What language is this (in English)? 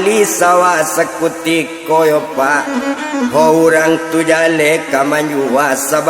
Minangkabau